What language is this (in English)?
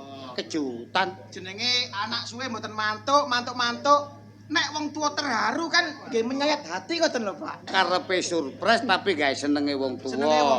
Javanese